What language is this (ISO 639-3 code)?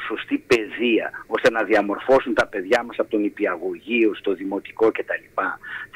ell